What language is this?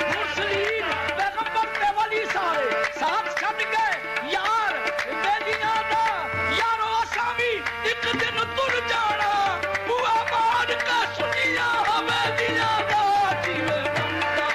Saraiki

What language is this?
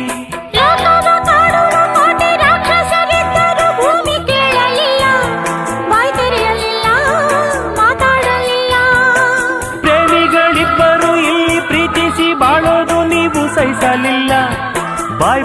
Kannada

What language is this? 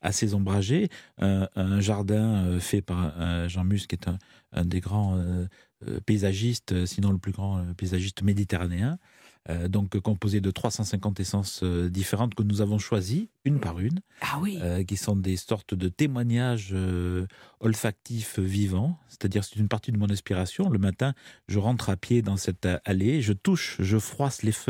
French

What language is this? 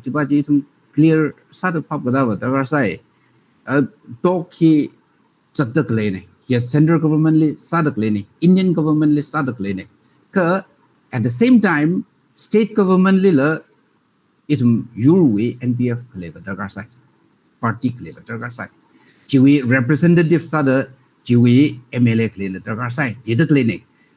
Tangkhul Naga (India)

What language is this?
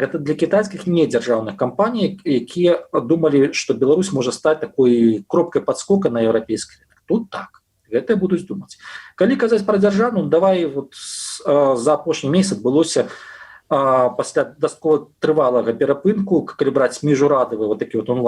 Belarusian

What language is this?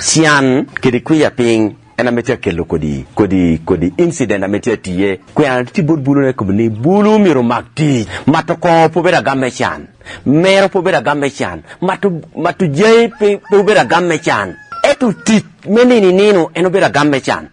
Lango (Uganda)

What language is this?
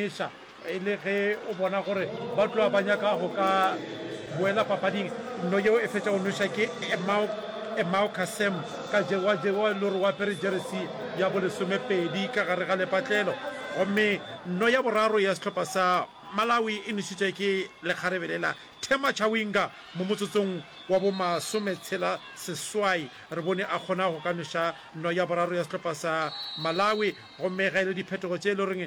Northern Sotho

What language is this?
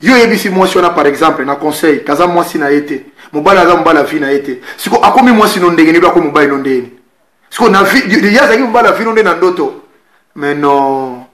Lingala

